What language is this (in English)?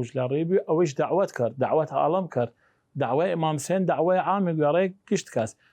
Southern Kurdish